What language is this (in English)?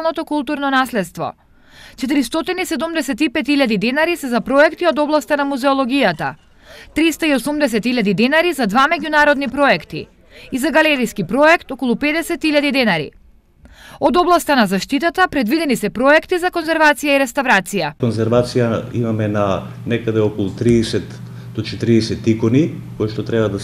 Macedonian